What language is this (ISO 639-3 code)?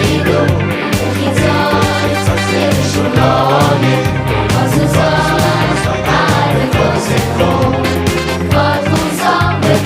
yid